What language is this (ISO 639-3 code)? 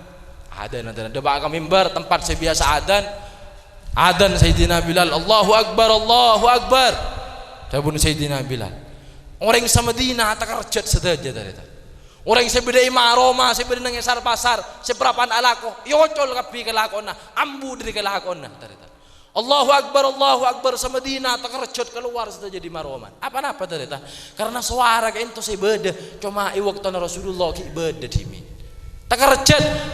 mad